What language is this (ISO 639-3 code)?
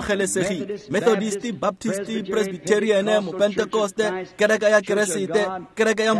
tsn